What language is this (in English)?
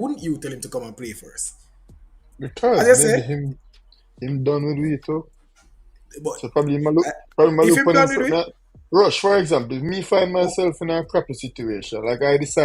Jamaican Creole English